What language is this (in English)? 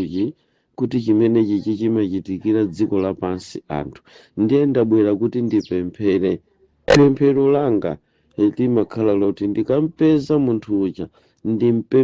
Nyanja